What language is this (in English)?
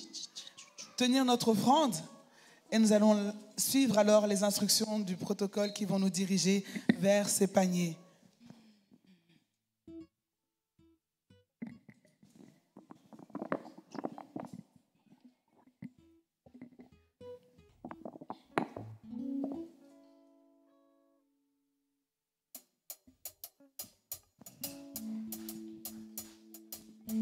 French